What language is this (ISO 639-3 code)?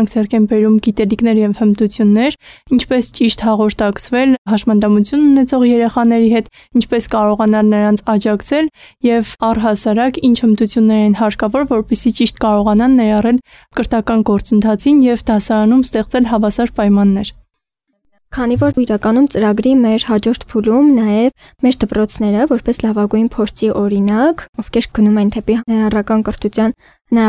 hye